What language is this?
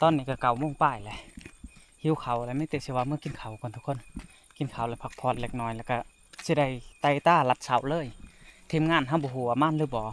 Lao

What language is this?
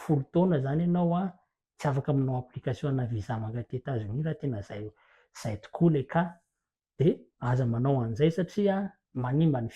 Malagasy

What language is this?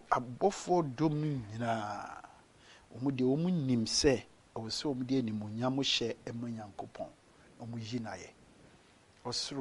Akan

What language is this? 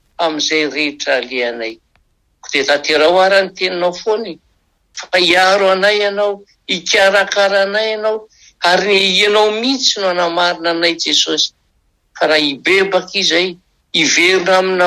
Malagasy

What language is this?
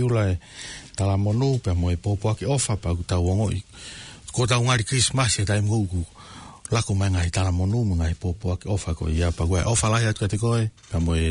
Tongan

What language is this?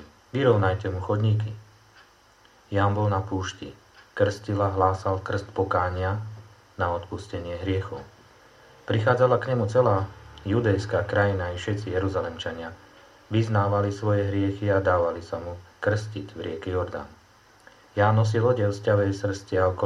Slovak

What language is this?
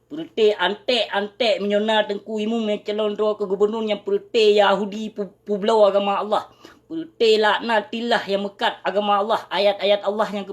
Achinese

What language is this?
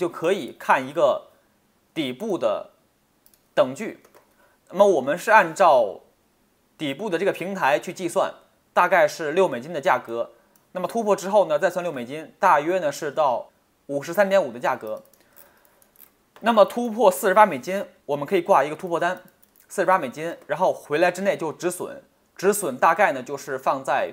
Chinese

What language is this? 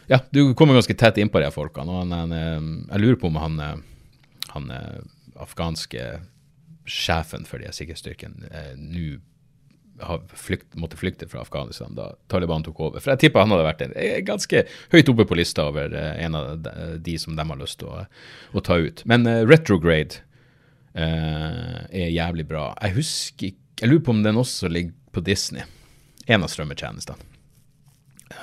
Norwegian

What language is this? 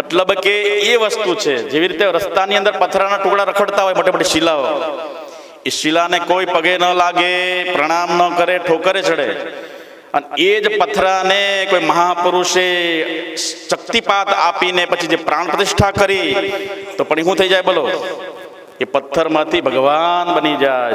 Gujarati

